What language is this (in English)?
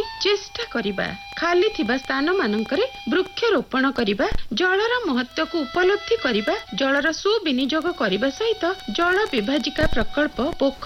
Odia